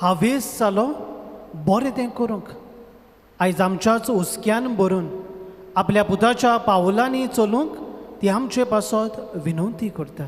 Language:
Konkani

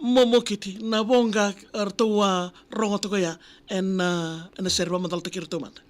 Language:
Fijian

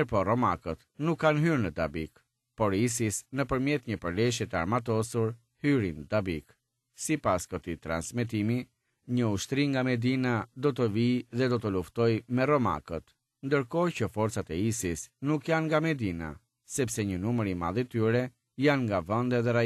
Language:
Albanian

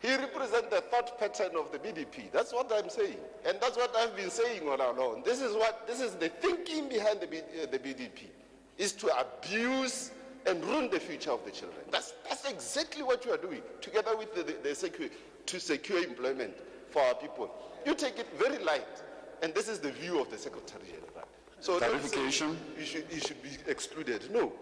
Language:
Tswana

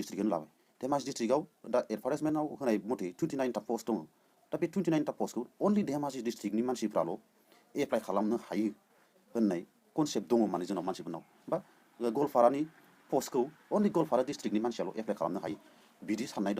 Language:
Bodo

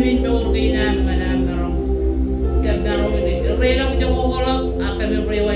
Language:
Marshallese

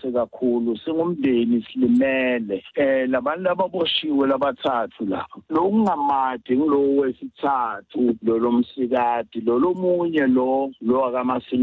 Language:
Xhosa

